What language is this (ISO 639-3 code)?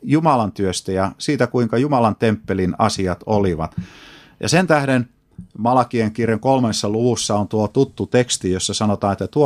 fin